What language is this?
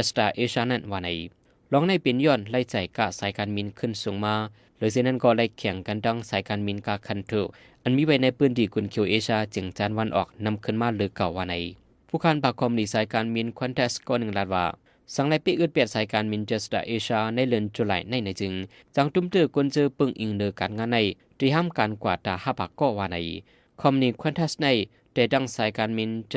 Shan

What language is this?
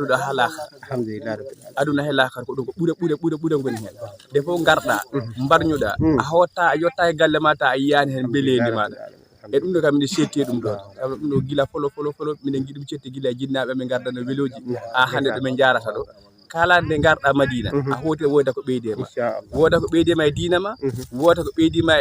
Fula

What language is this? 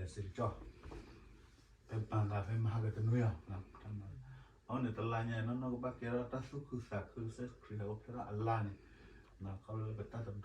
S'gaw Karen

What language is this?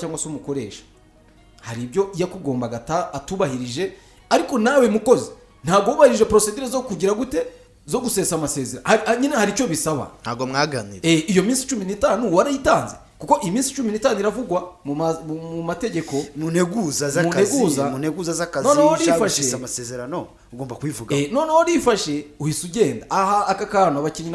Kinyarwanda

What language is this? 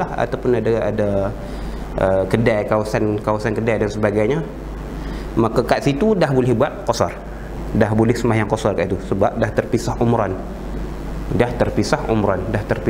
Malay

